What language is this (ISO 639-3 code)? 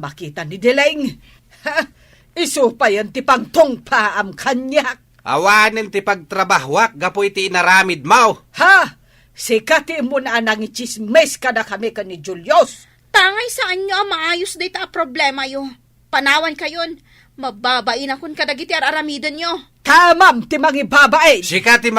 ilo